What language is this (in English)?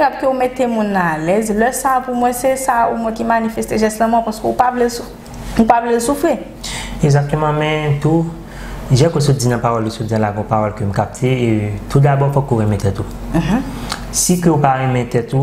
Haitian Creole